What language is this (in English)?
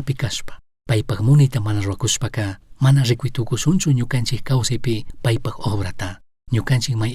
Chimborazo Highland Quichua